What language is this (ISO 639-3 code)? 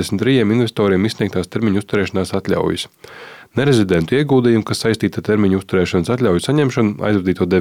lav